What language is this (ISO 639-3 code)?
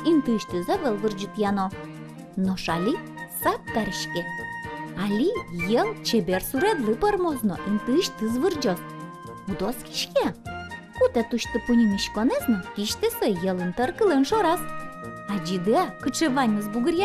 udm